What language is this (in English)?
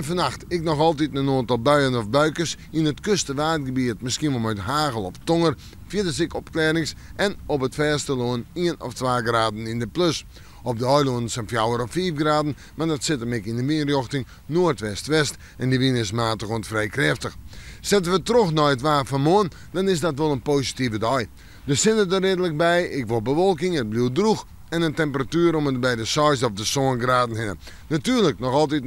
Western Frisian